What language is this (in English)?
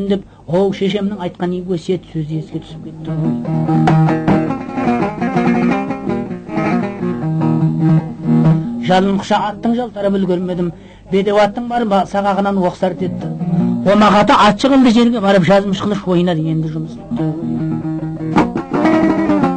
Kazakh